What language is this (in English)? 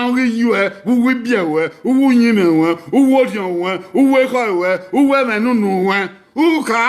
Bini